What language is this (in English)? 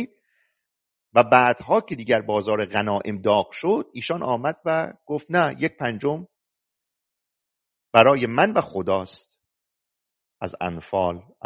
Persian